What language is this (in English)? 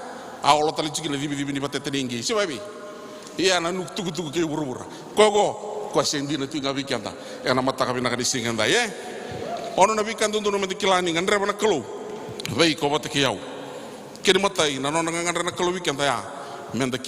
Fijian